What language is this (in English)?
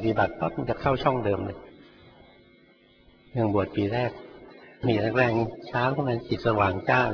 Thai